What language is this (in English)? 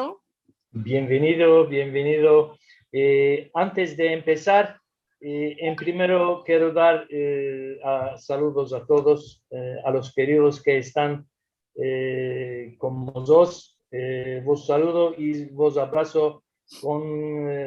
Ladino